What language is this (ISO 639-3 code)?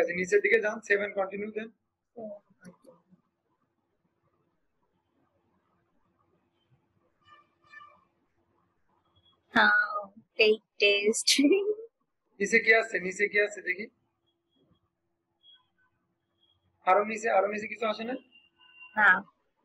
ben